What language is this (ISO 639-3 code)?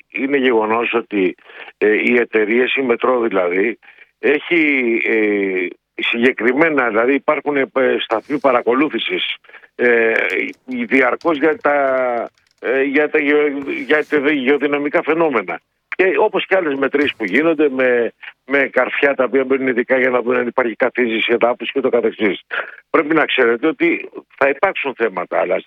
ell